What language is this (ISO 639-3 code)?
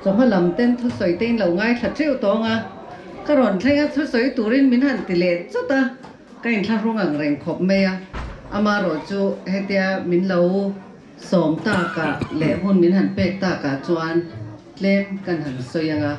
lus